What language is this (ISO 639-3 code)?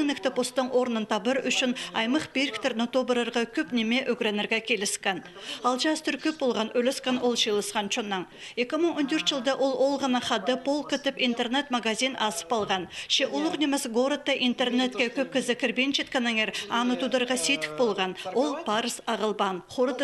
kjh